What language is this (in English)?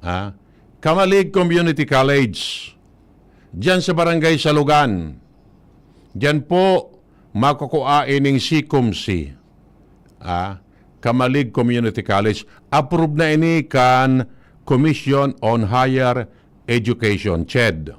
Bikol